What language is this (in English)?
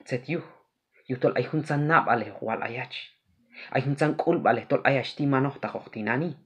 Q'anjob'al